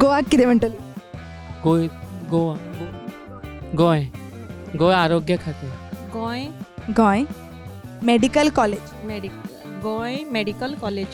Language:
Konkani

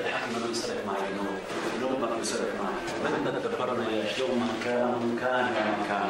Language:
North Levantine Arabic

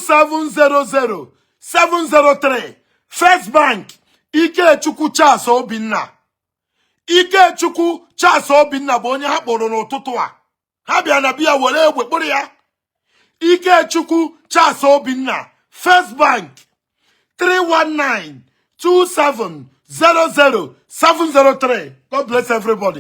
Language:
Igbo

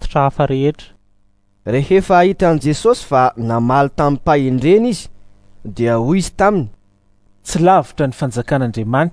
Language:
Malagasy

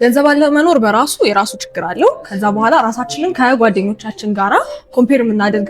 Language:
Amharic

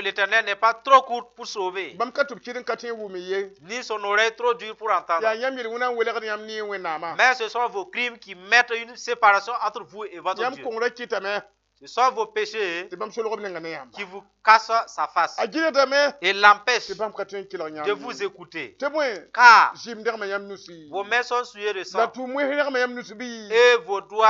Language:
Mossi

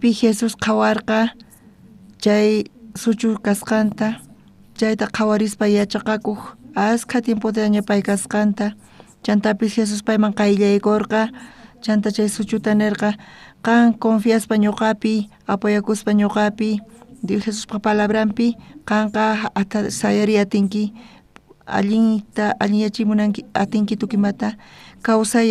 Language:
South Bolivian Quechua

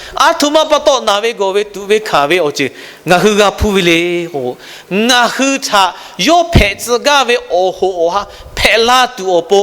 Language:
Lahu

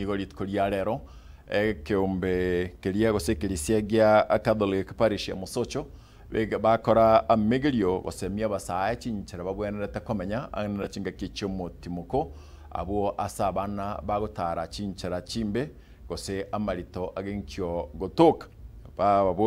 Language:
Gusii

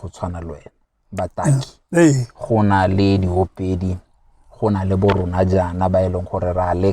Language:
Tswana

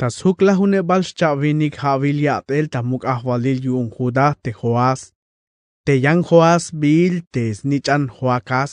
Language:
Tzeltal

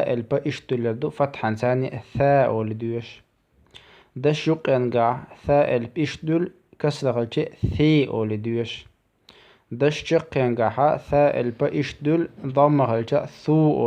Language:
Chechen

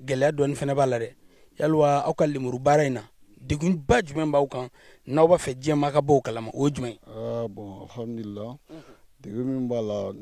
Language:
Bambara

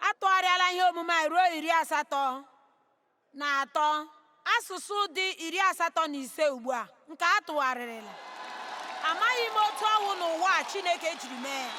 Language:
Igbo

